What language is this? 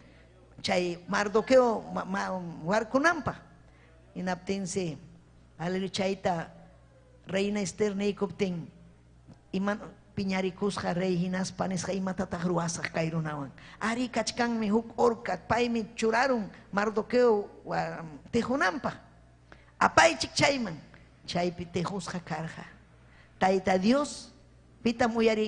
Ayacucho Quechua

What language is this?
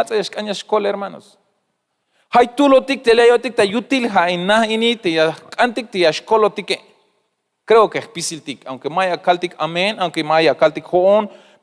Tzeltal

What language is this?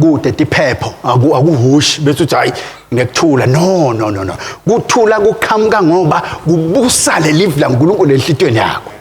Swati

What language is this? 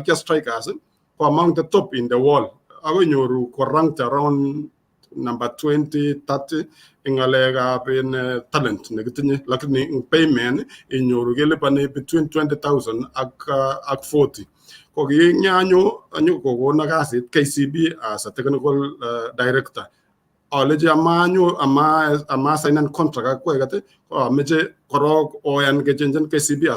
Kalenjin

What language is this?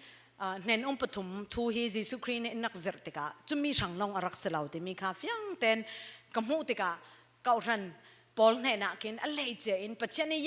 Falam Chin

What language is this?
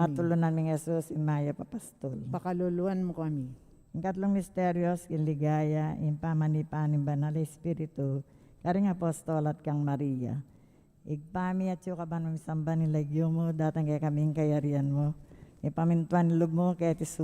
Pampanga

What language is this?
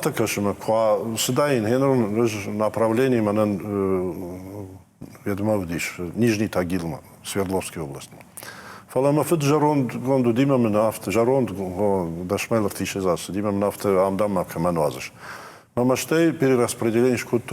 Ossetic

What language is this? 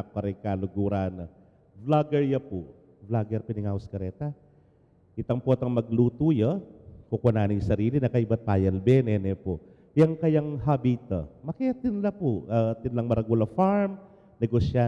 Pampanga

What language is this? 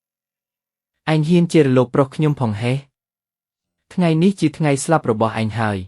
Khmer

